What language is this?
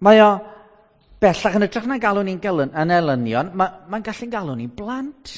Welsh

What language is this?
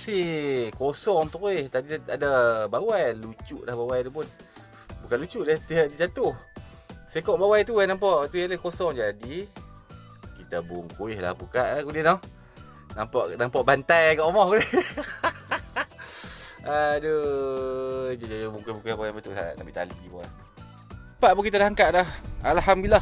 Malay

